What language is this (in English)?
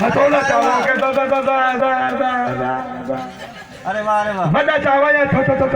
Saraiki